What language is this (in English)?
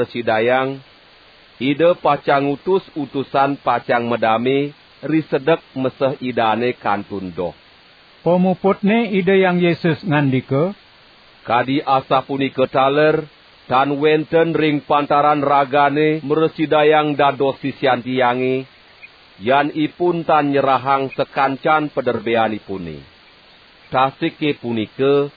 Balinese